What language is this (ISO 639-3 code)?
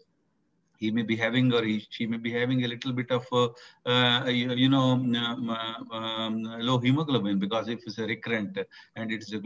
eng